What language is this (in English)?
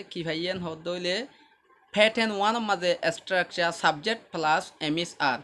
Rohingya